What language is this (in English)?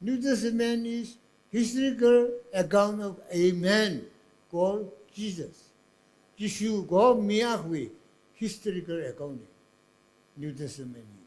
Tangkhul Naga (India)